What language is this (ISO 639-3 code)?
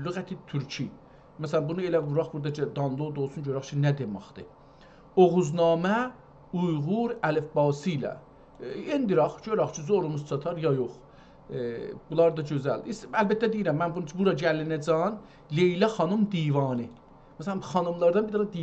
azb